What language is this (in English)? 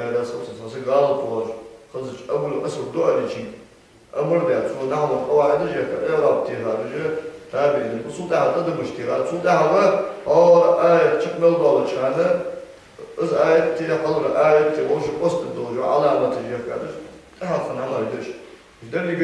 Ingush